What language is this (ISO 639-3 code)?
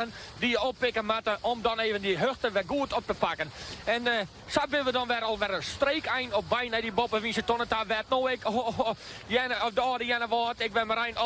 fry